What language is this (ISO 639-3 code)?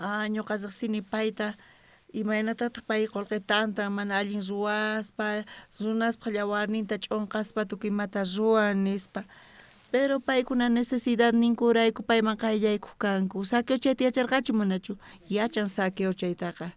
quh